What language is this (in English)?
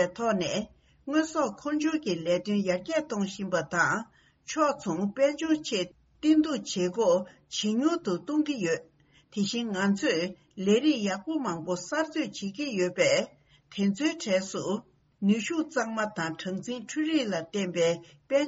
Tibetan